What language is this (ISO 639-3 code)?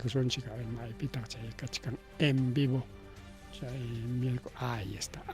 quy